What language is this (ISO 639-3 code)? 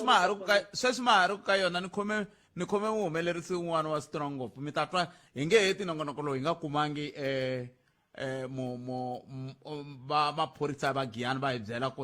tso